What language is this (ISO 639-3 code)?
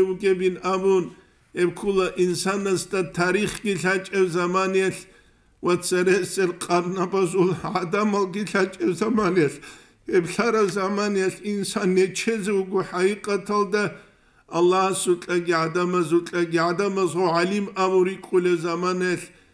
ava